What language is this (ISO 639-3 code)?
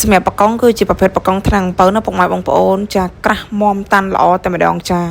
khm